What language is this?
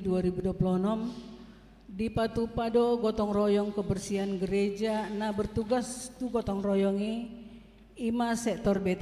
Batak Toba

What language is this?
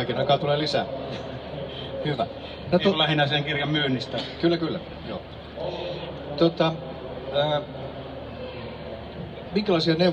Finnish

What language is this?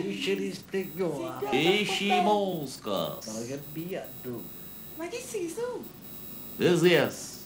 Sicilian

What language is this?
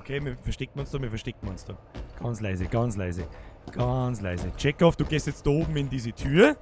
Bavarian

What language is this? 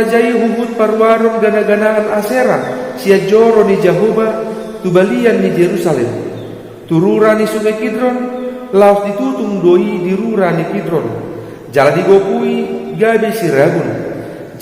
Batak Toba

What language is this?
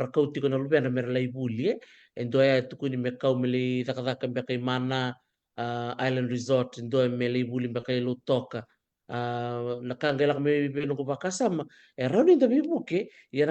Fijian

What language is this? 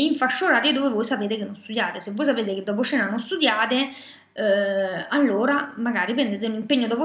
Italian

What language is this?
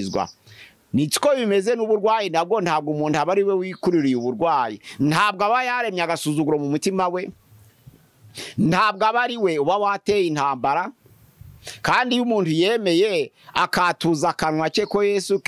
Kinyarwanda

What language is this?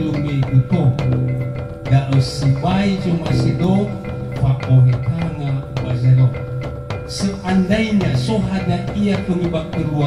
Nias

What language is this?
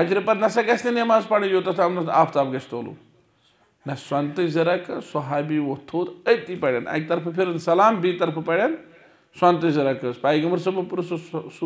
Kashmiri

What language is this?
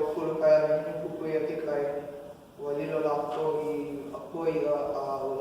Hawaiian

